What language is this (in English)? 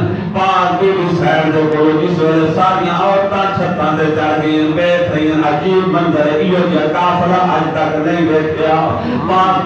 Saraiki